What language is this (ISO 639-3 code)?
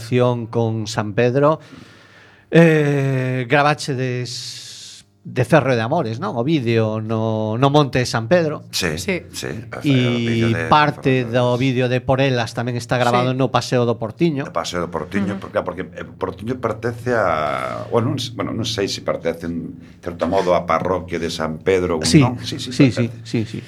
glg